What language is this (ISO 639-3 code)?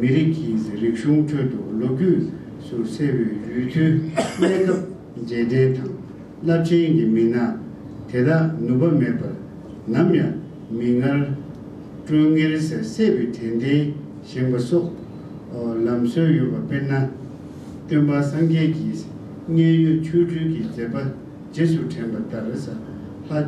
bod